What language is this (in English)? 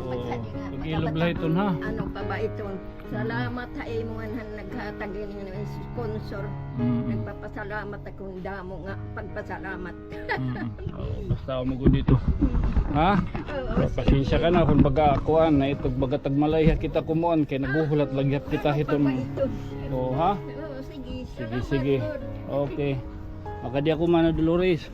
Waray